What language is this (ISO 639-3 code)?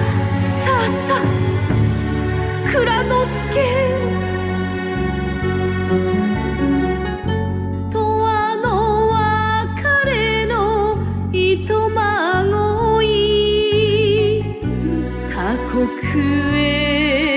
jpn